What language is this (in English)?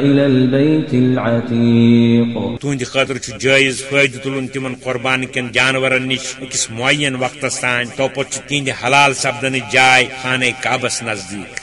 Kashmiri